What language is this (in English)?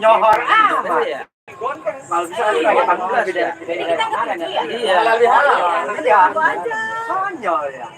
Betawi